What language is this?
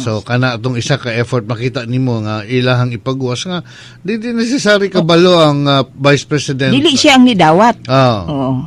Cebuano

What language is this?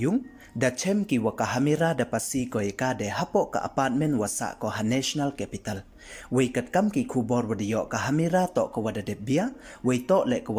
Pnar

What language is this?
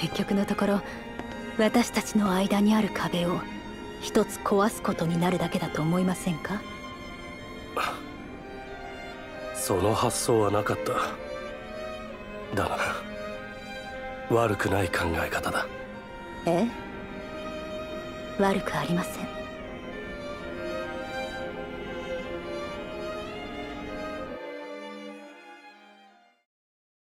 Japanese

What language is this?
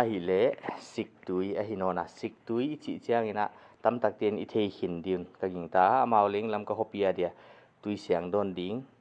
Paite Chin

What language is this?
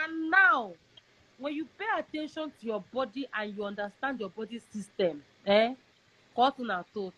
Igbo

